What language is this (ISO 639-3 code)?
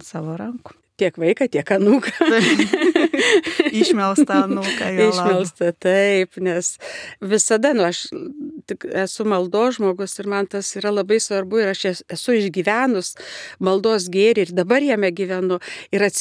lit